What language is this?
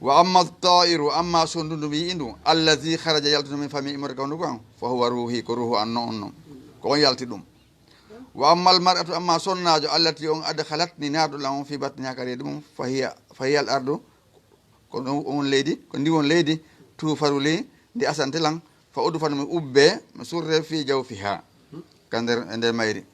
Fula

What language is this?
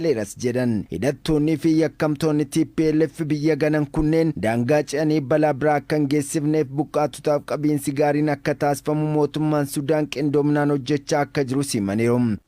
Oromo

